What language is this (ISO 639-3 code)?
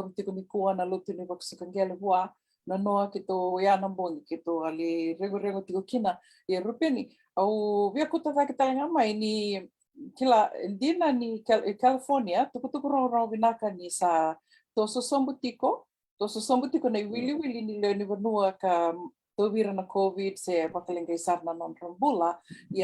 fij